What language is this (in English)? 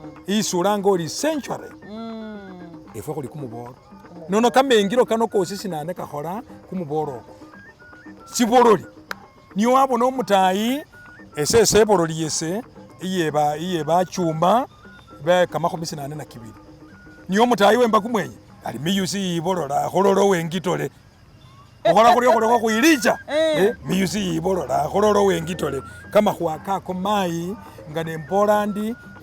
Masaaba